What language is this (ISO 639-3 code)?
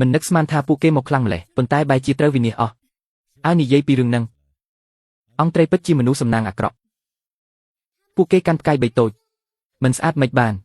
khm